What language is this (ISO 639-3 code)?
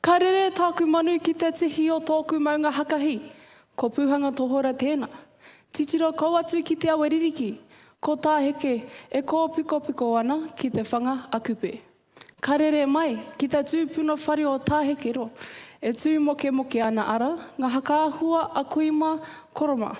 mri